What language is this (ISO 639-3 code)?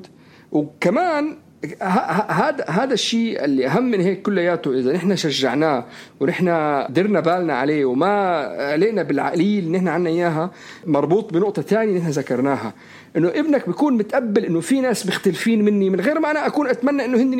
apc